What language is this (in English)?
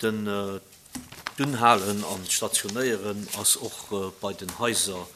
Luxembourgish